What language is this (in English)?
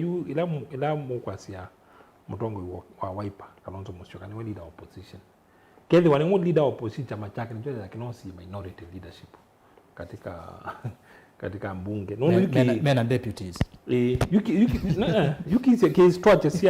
Kamba